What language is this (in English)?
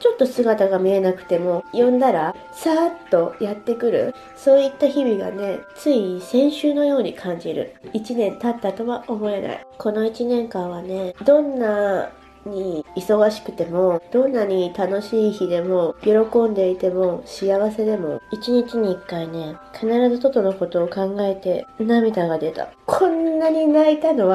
Japanese